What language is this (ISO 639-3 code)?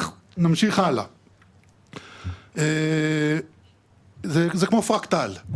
heb